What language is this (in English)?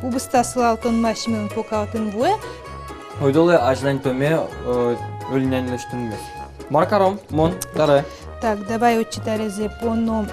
Udmurt